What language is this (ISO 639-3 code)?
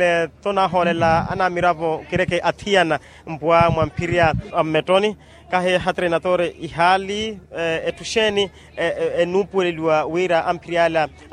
vmw